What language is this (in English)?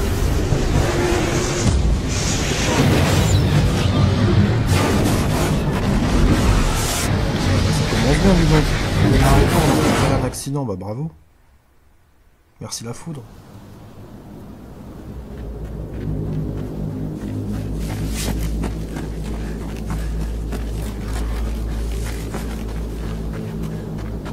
French